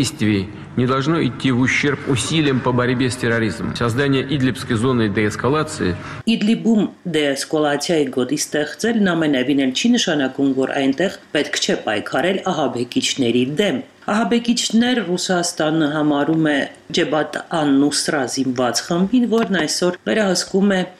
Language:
Armenian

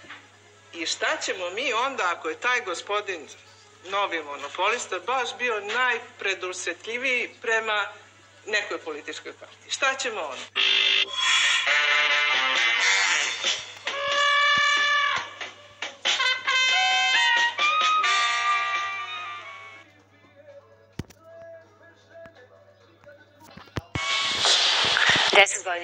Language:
Serbian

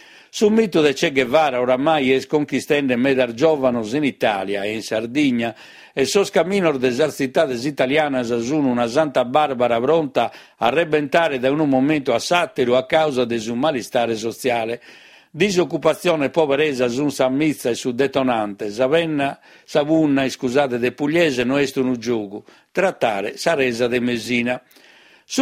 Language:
Sardinian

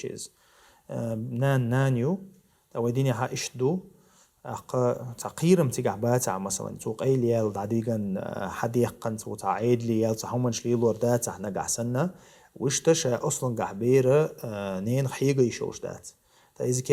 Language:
Chechen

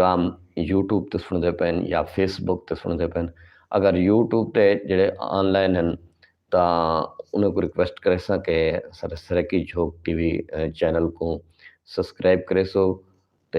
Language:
Saraiki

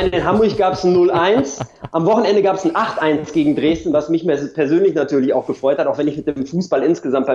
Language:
German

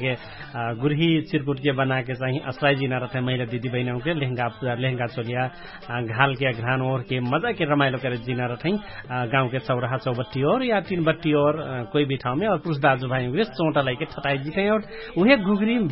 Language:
Dangaura Tharu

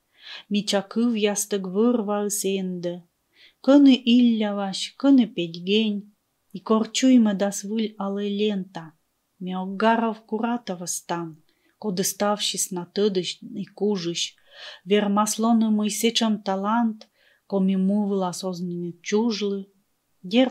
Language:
Komi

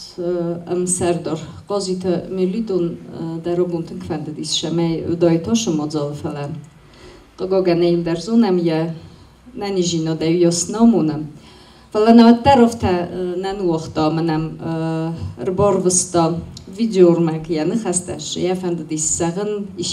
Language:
Ossetic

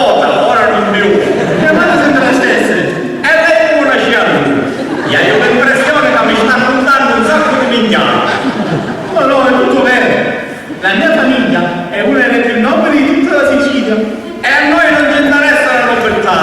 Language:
Sicilian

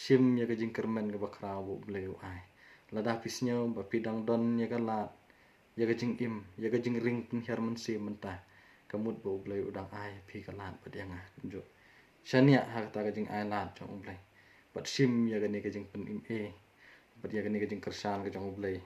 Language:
Khasi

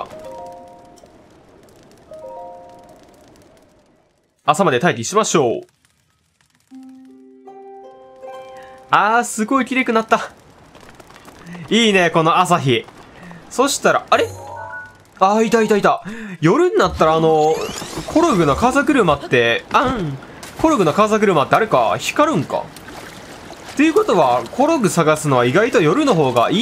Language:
Japanese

